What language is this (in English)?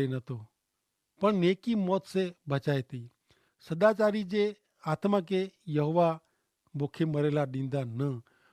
Kachhi